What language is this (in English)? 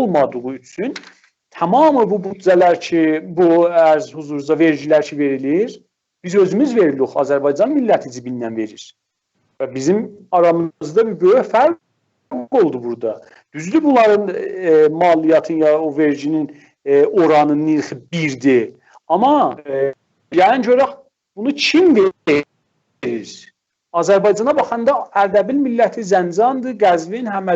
South Azerbaijani